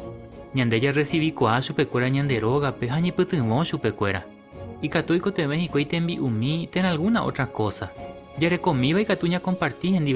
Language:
Guarani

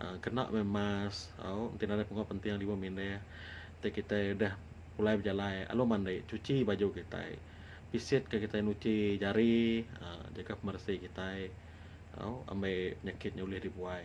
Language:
Iban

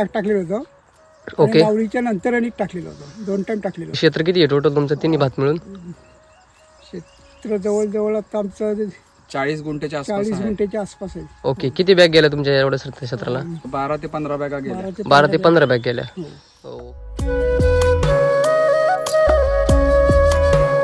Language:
Marathi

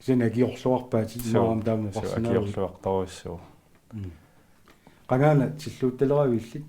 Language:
Kalaallisut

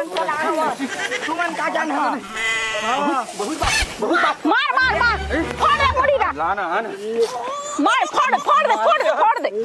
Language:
Chhattisgarhi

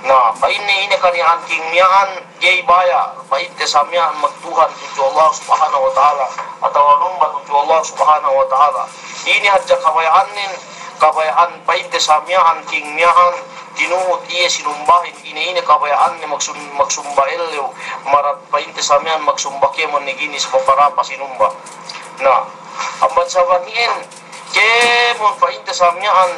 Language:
Yakan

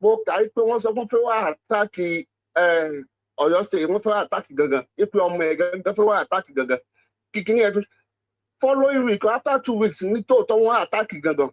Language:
Yoruba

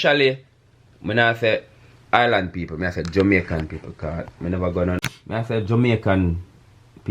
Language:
Jamaican Creole English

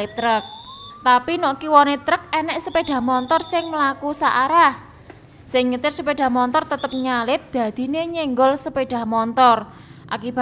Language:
Javanese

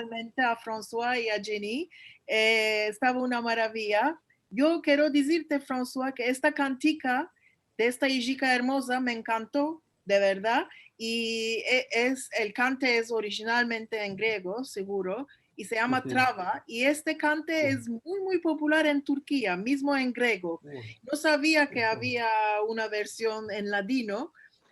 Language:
Ladino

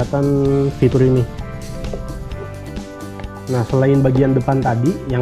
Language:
Indonesian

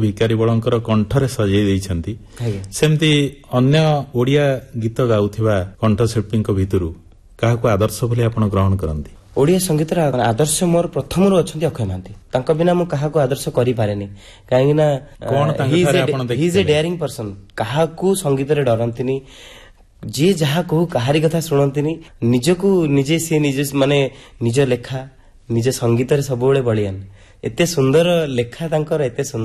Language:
Odia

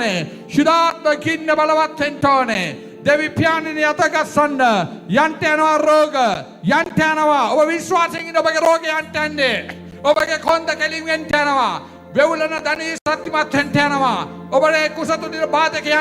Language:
Sinhala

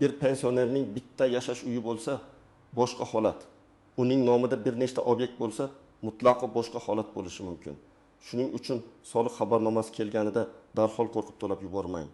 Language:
Uzbek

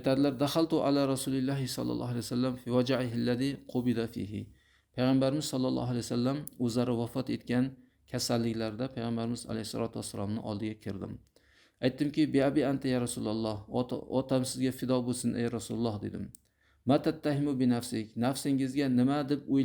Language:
Uzbek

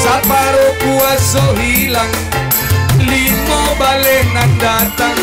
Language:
Minangkabau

